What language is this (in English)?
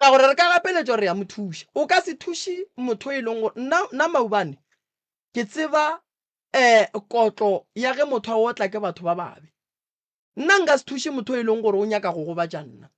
Northern Sotho